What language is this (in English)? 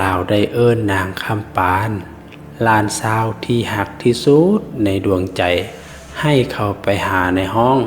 Lao